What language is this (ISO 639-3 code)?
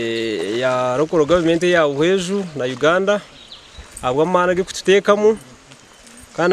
nyn